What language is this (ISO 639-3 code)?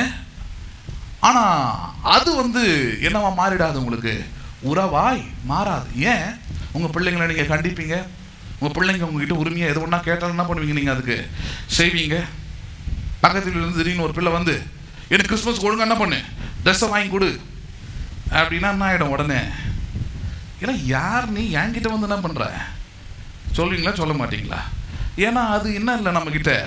tam